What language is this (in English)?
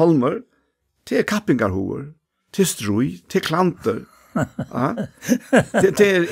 Faroese